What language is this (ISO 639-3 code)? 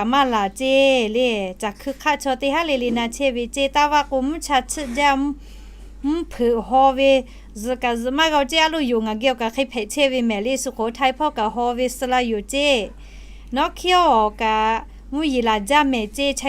lhu